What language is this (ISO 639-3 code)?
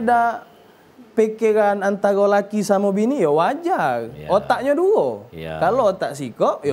mui